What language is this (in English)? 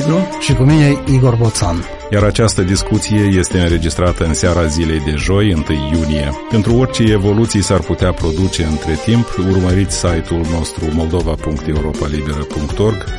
Romanian